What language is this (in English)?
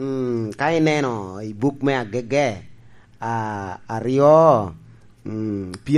Lango (Uganda)